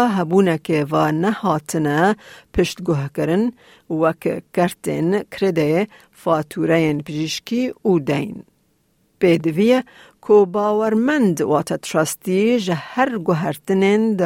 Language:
Kurdish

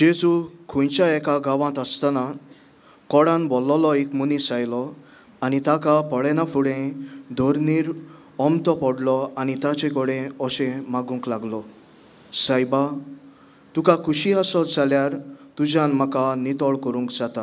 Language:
Konkani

